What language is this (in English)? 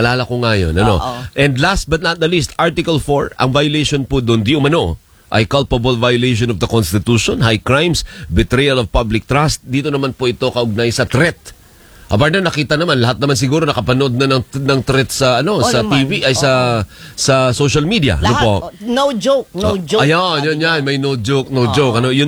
Filipino